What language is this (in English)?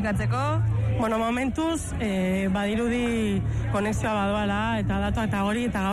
Basque